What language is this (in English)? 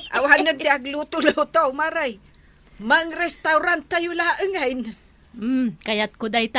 Iloko